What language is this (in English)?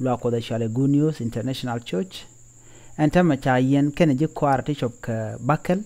Nuer